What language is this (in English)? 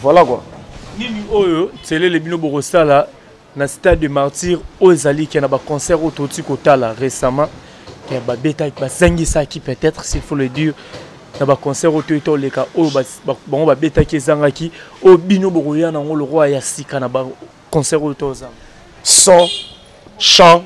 Lingala